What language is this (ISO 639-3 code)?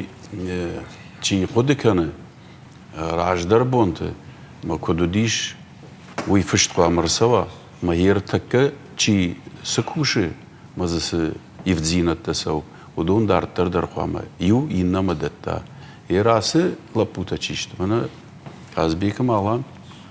oss